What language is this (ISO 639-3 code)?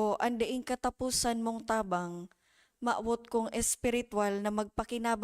bik